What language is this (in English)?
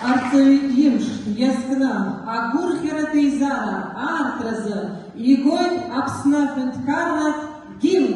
Abkhazian